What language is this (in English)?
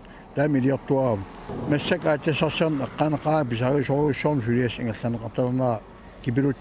Kalaallisut